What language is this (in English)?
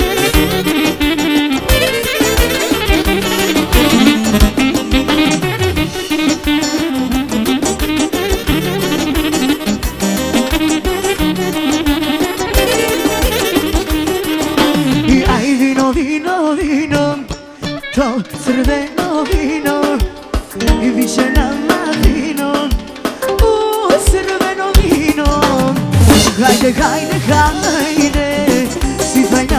Croatian